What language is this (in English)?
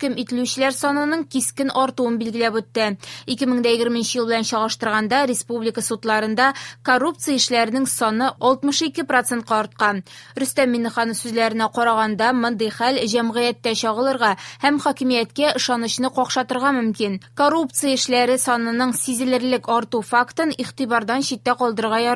Tatar